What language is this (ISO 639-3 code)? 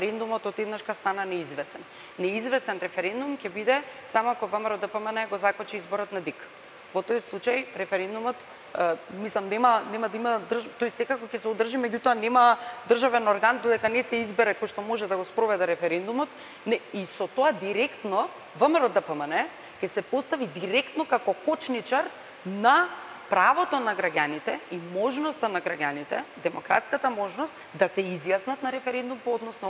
mkd